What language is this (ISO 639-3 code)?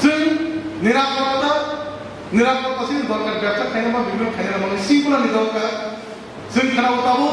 trp